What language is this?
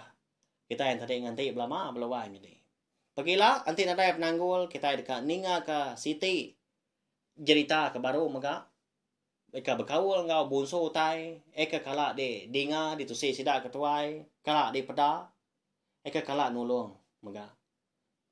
Iban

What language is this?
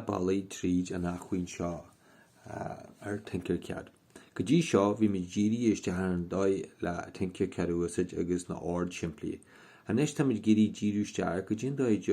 Irish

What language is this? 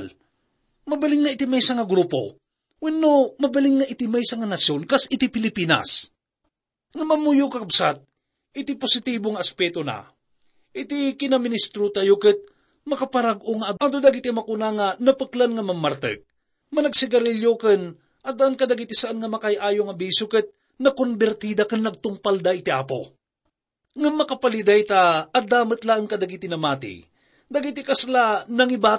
Iloko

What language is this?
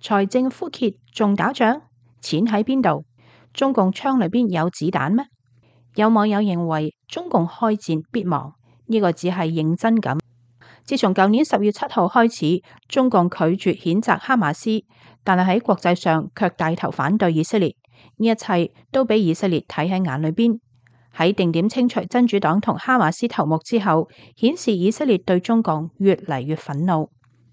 Cantonese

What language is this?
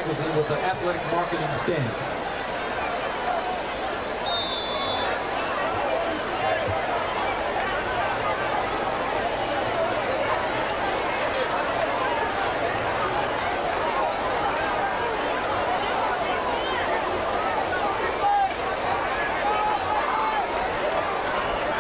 English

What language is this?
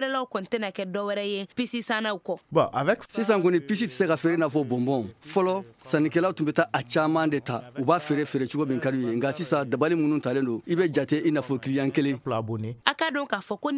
Bambara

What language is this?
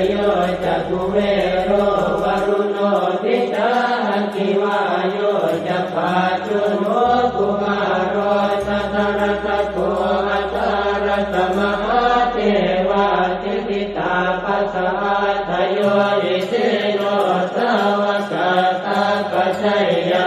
Pali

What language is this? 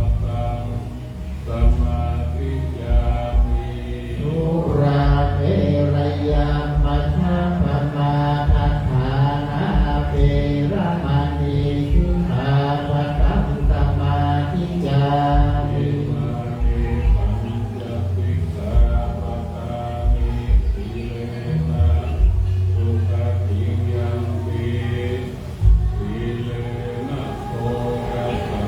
Pali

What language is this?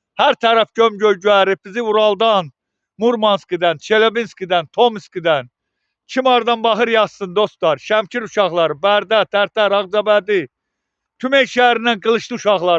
Azerbaijani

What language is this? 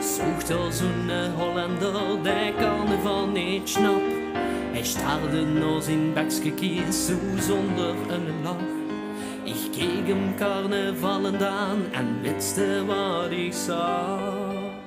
Limburgish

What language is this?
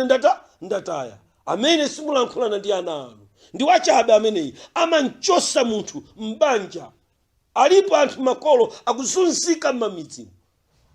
Nyanja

